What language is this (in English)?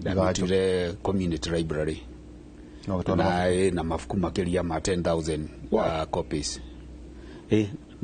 Kikuyu